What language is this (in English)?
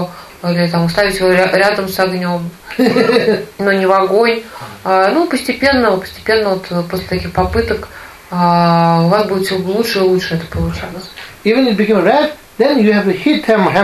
Russian